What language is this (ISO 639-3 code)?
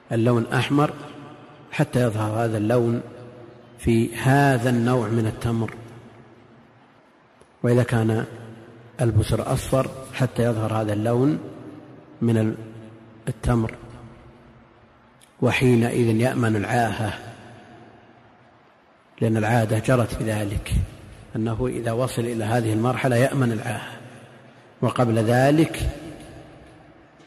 ara